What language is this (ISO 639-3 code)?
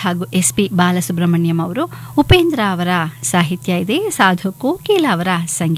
kan